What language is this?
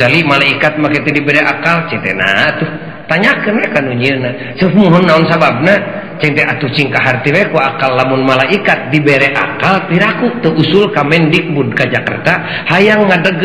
Sundanese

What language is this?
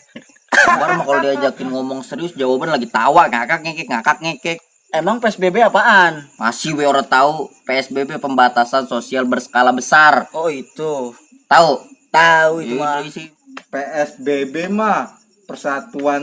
Betawi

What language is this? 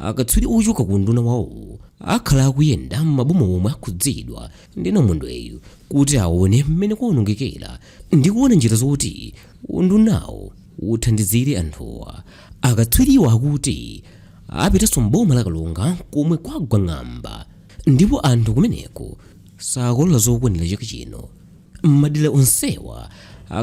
Nyanja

